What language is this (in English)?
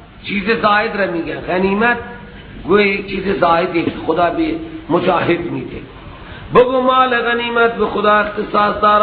Persian